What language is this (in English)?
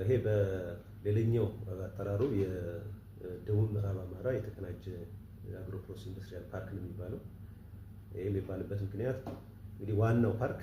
Amharic